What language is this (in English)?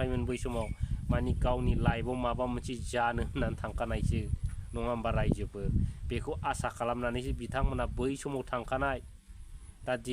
Bodo